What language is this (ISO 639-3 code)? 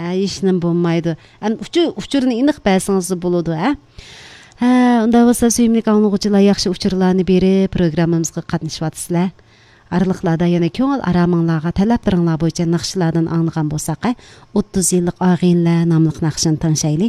uig